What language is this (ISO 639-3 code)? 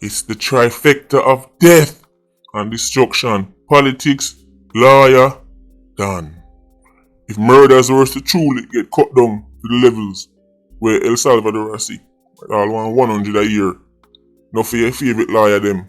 jam